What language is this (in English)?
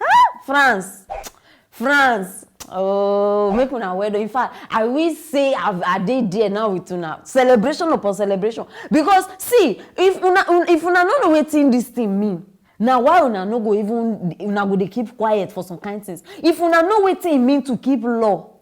Nigerian Pidgin